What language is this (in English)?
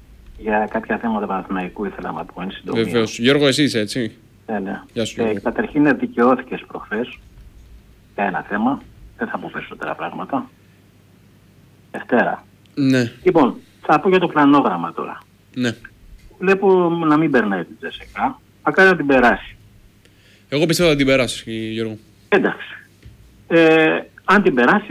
Greek